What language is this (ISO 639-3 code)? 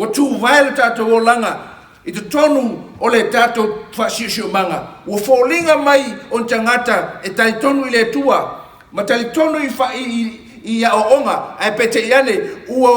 smo